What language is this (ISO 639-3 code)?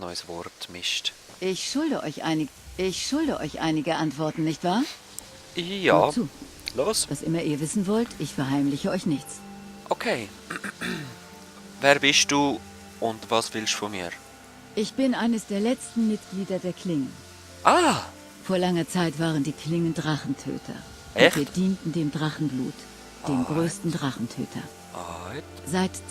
gsw